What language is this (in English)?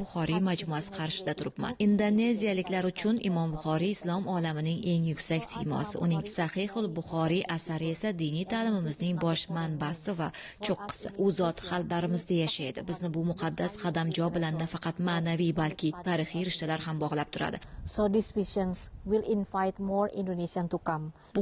Uzbek